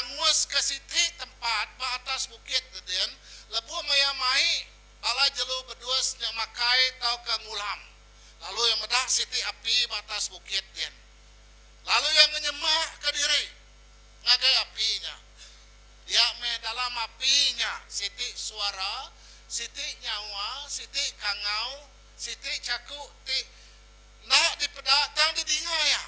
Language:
Iban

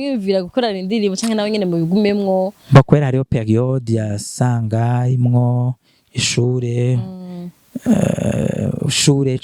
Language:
Rundi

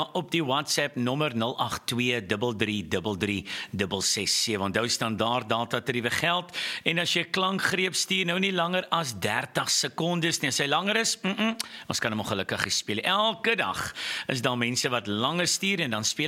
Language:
Afrikaans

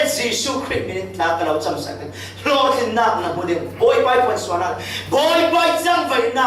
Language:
Falam Chin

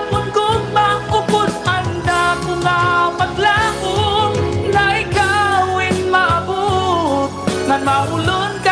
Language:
Waray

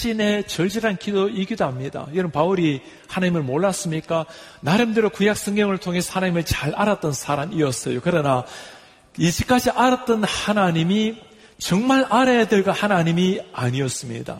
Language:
Korean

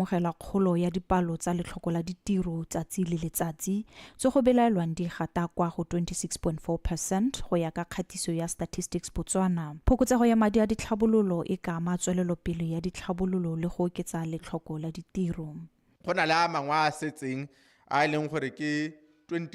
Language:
Tswana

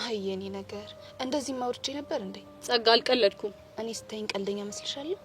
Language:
Amharic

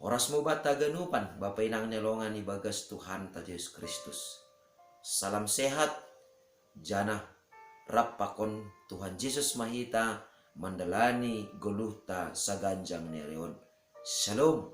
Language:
Batak Simalungun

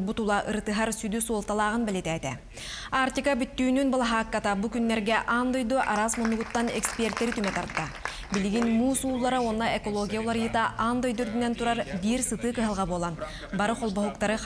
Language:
Yakut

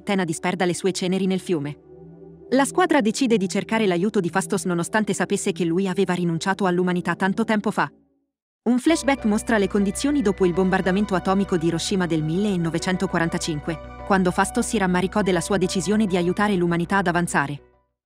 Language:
Italian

